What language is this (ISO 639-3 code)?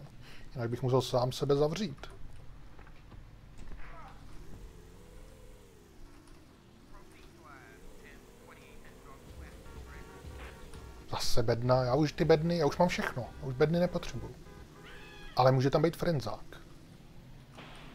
ces